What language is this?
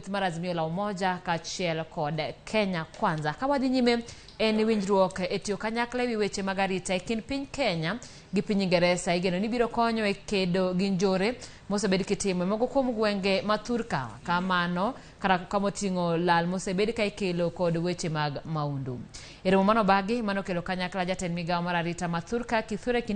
Luo (Kenya and Tanzania)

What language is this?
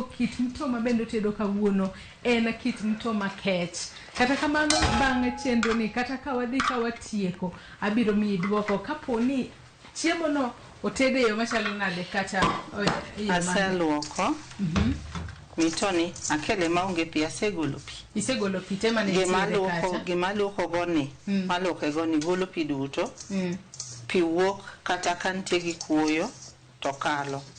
Luo (Kenya and Tanzania)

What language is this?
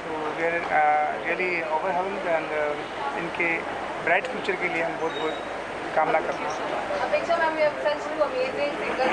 Hindi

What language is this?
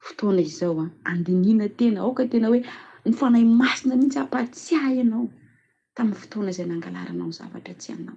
Malagasy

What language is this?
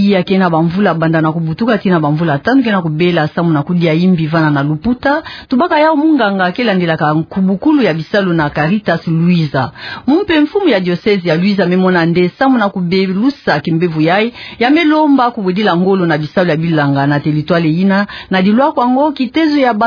Kituba (Democratic Republic of Congo)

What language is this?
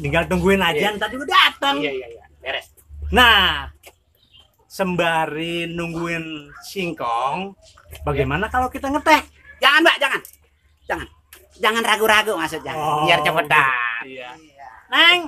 Betawi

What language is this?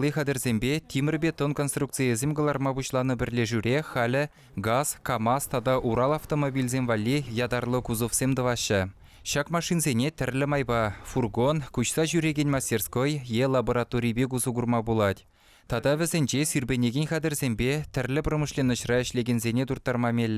Chuvash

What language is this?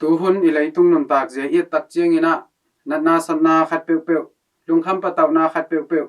Tedim Chin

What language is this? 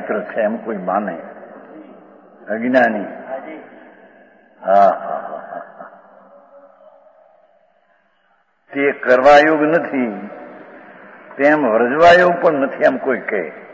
Gujarati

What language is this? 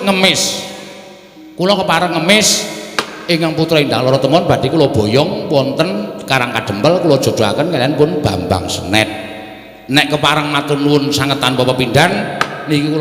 Javanese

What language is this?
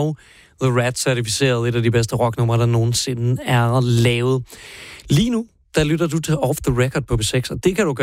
Danish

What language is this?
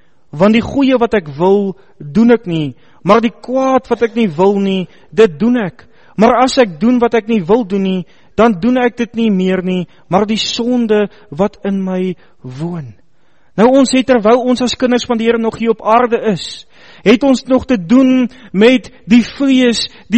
Afrikaans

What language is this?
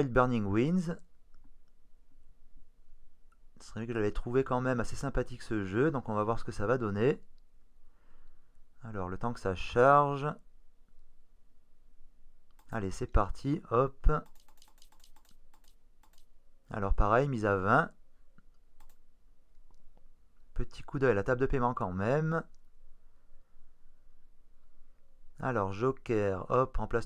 French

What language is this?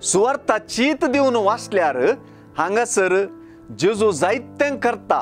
Konkani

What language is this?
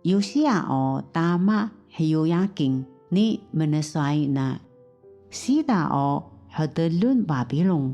Taroko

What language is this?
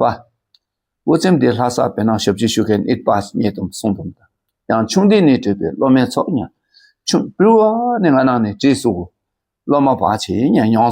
Dakpakha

